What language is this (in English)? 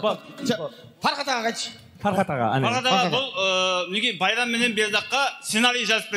Kazakh